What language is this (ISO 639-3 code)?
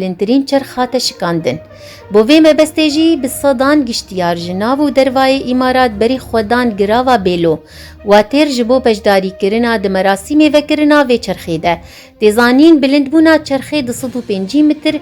kur